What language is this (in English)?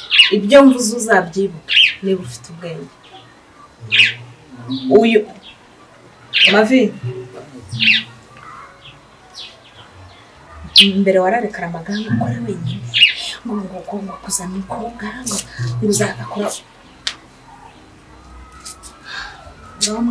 Kinyarwanda